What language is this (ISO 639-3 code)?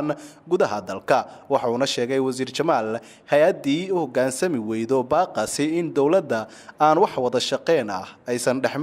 som